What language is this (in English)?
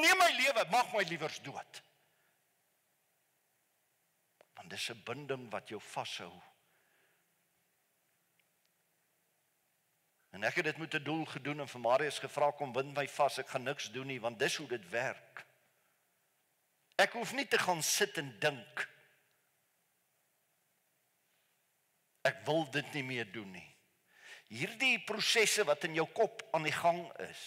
Afrikaans